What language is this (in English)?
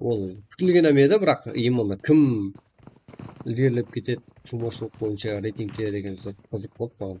Kara-Kalpak